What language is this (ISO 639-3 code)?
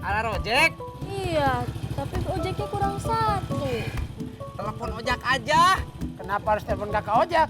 bew